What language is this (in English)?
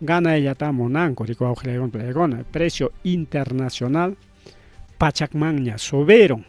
Ayacucho Quechua